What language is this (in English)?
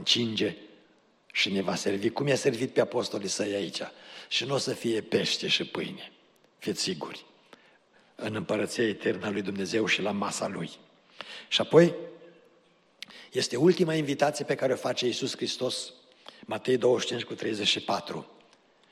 Romanian